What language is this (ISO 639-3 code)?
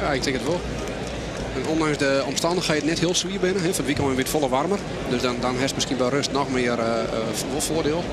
fry